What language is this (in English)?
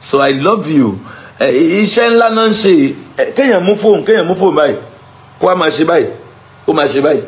Yoruba